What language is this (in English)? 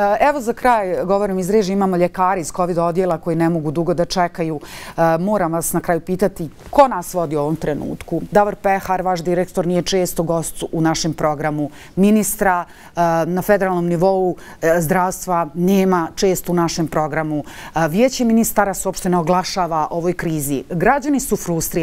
Bosnian